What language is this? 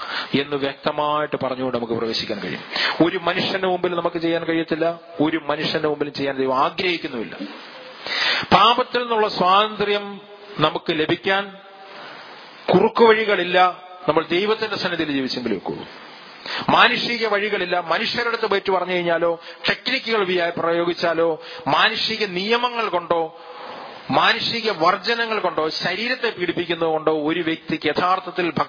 Malayalam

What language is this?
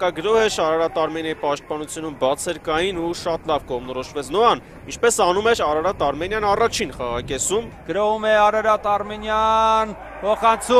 Armenian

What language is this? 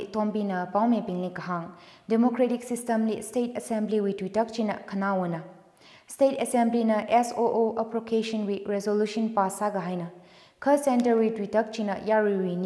Tangkhul Naga (India)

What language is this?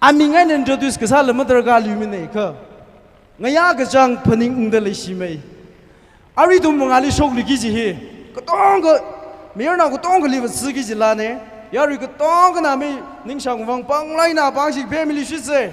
Tangkhul Naga (India)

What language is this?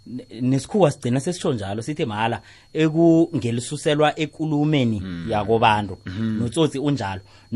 South Ndebele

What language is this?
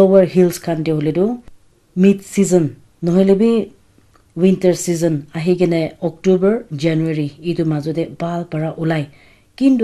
Naga Pidgin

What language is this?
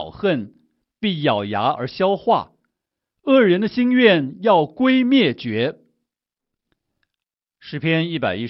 Chinese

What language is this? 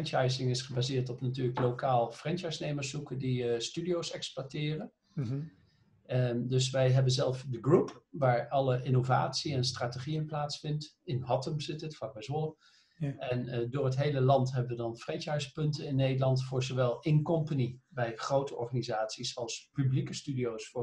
Dutch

